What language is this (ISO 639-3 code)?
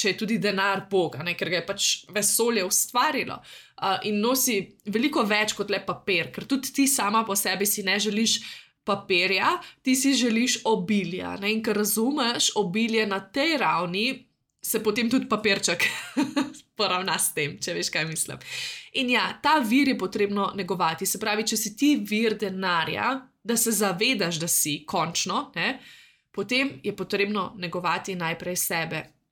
slv